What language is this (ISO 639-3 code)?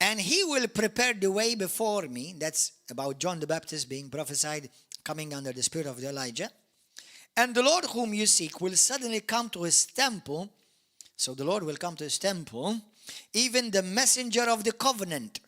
eng